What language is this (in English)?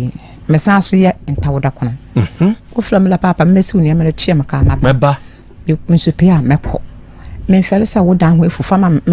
Akan